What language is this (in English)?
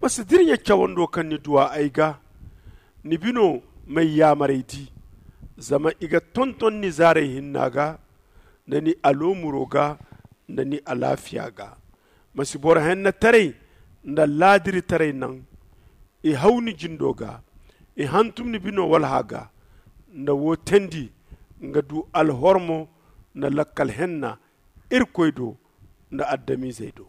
Zarma